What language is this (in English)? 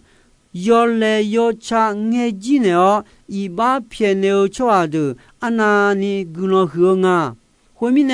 Akha